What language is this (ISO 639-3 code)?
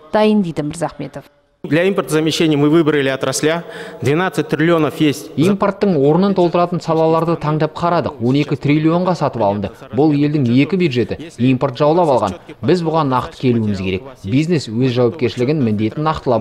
kaz